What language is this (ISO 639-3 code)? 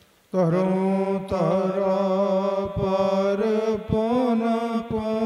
pan